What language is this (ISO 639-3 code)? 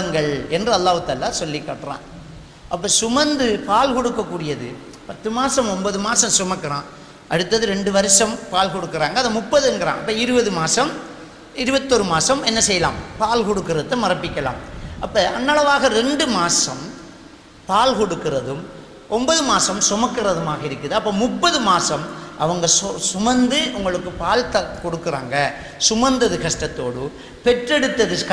tam